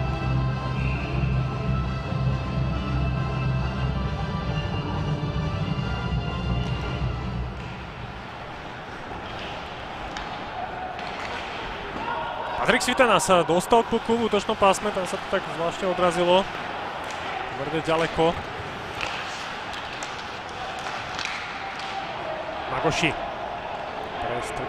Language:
Slovak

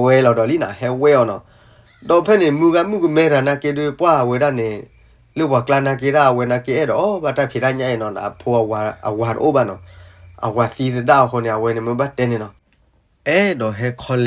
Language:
S'gaw Karen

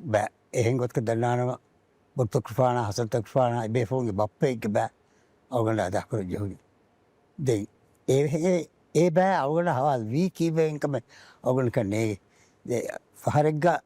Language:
Divehi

